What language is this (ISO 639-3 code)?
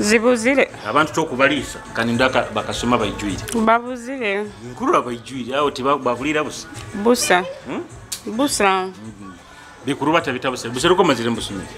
nyo